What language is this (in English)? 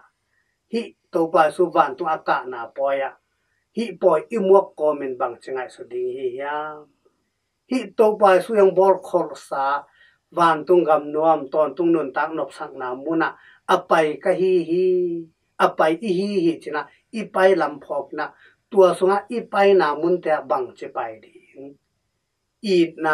Tedim Chin